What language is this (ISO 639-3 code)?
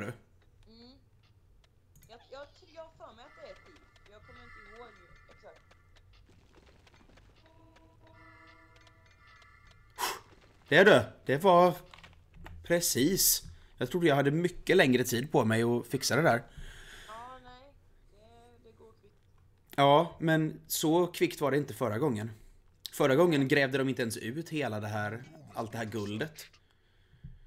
swe